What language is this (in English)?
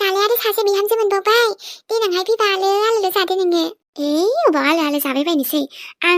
Bodo